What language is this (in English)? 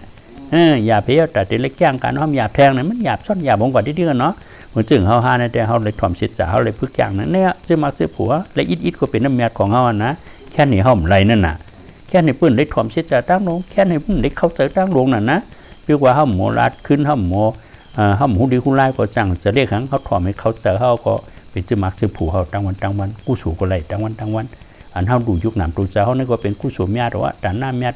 Shan